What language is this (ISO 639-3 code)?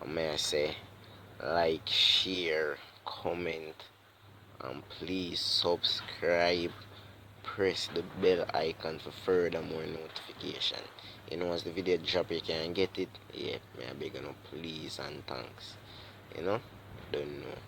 jam